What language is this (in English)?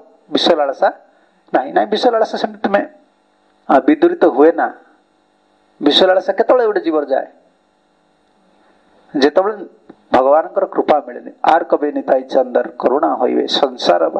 Odia